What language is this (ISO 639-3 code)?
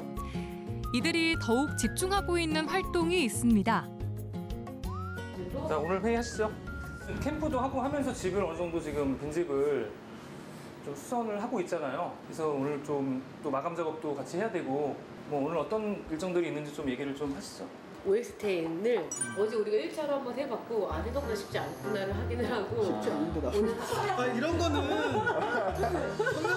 kor